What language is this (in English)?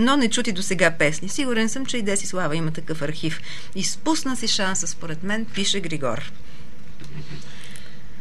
Bulgarian